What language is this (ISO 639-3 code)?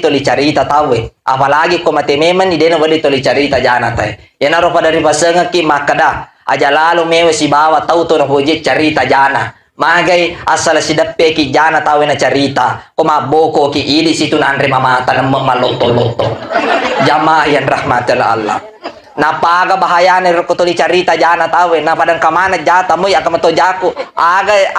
bug